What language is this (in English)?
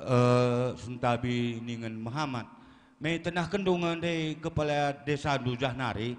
Batak Karo